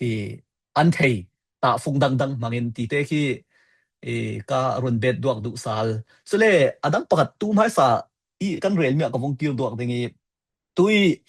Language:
Falam Chin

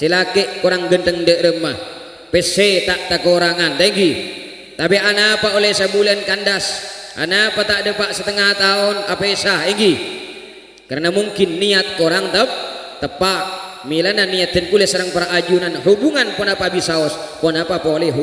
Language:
Madurese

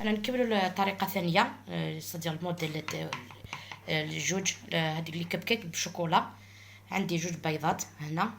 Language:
Algerian Arabic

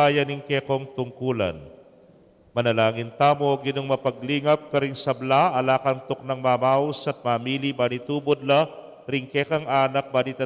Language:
Pampanga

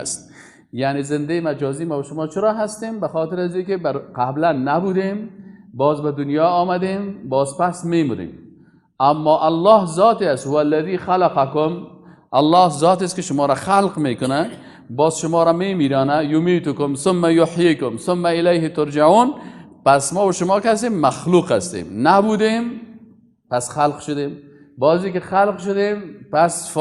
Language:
Persian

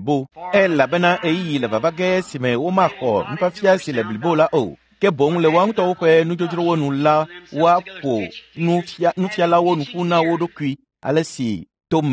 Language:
Ewe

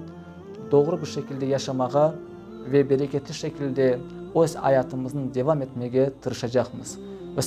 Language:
Crimean Tatar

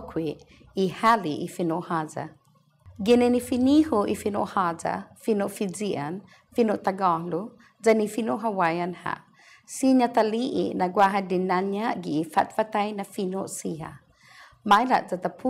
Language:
Chamorro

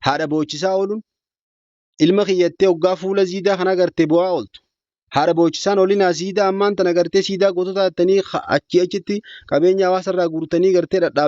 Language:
Oromo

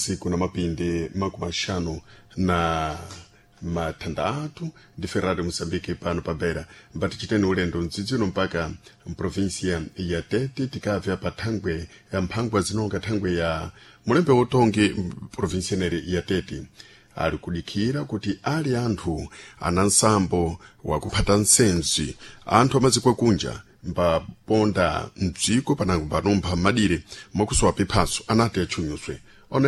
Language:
Sena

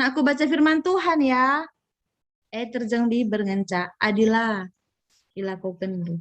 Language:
Batak Karo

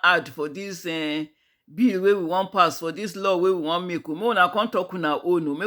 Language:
Nigerian Pidgin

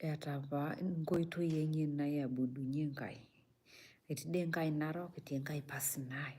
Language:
Masai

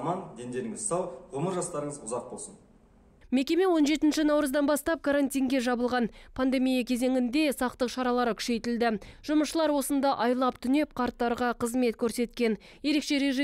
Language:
Kazakh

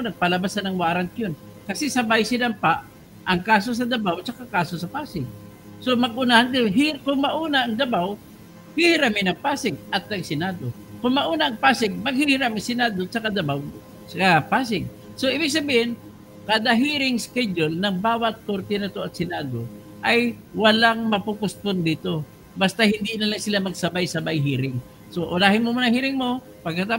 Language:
Filipino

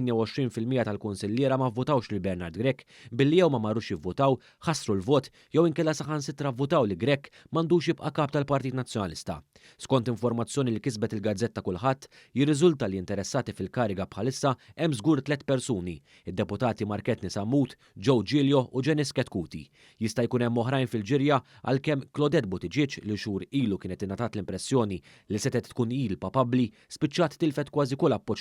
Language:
Maltese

